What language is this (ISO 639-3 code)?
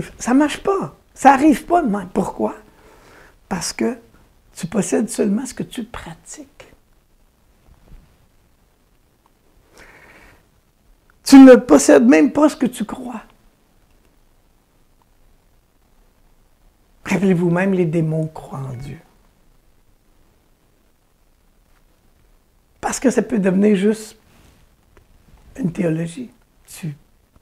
fra